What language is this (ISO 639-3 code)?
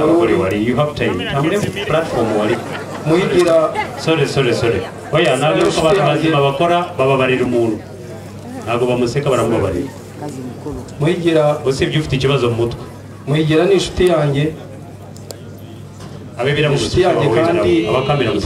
kin